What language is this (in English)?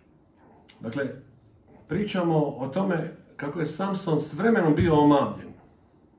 Croatian